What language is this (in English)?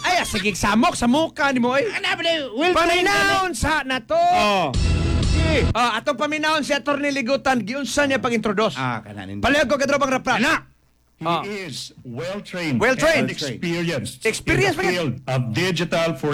Cebuano